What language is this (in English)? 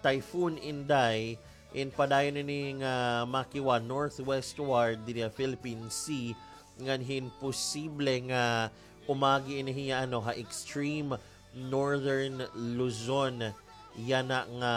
Waray